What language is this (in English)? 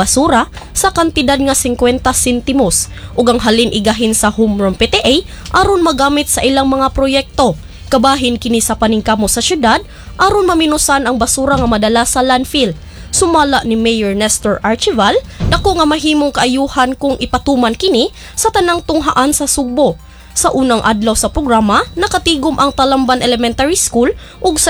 Cebuano